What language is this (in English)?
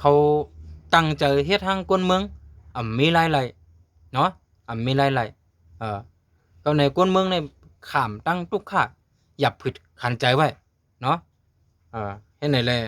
Shan